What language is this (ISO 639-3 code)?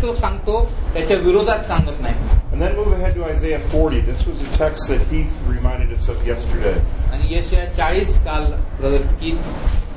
mar